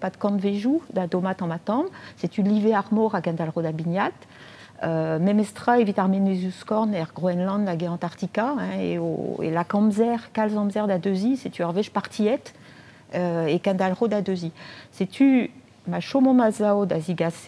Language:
Breton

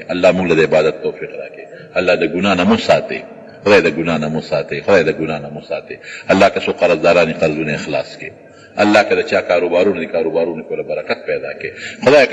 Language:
Pashto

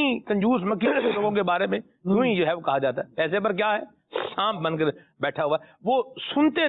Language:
Urdu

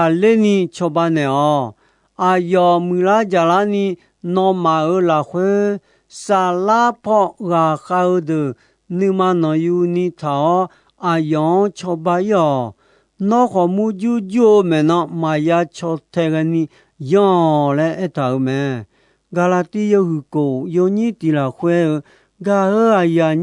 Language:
Akha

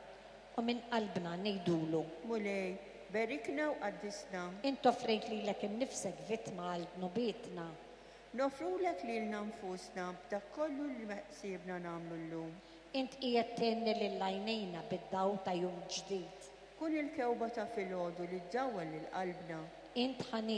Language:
Maltese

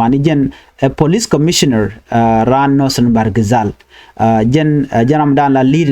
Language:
Nuer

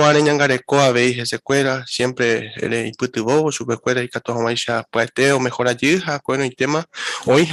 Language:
Guarani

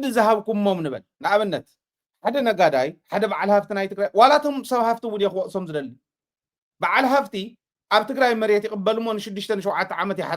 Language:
Tigrinya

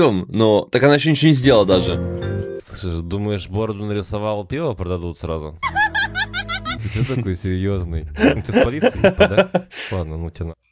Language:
Russian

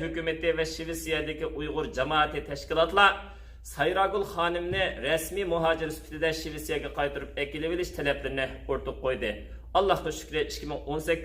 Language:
Uyghur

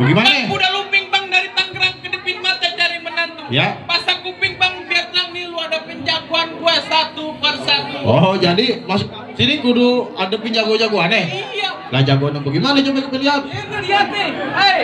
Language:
Betawi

